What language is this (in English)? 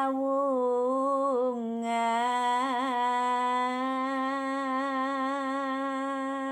Javanese